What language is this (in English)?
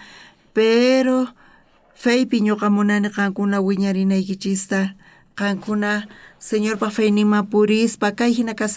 South Bolivian Quechua